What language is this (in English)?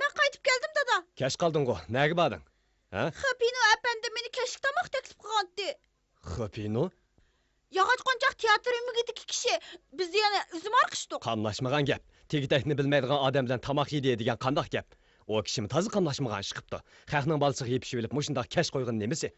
Uyghur